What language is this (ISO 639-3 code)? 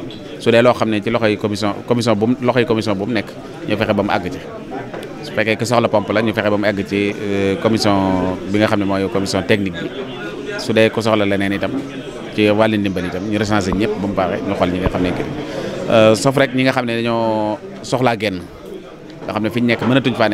wol